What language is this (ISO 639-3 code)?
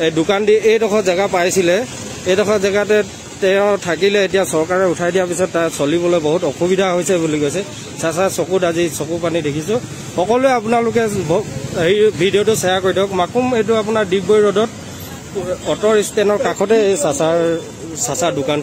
asm